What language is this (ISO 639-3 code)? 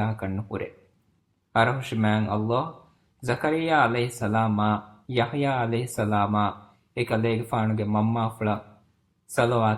div